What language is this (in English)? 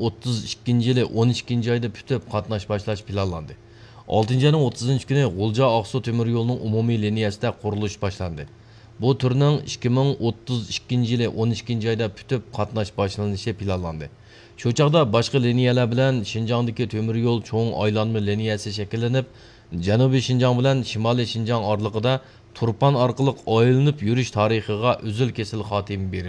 Uyghur